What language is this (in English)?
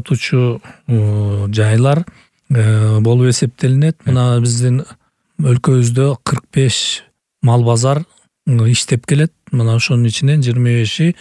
Kyrgyz